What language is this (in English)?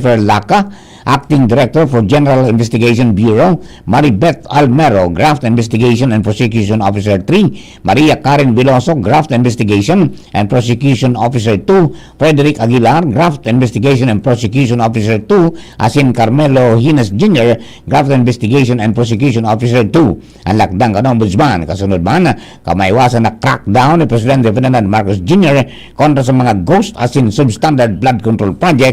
Bikol